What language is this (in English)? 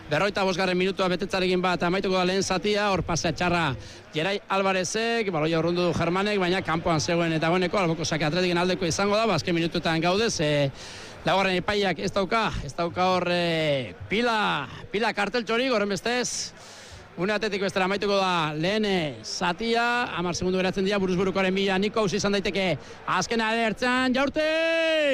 Basque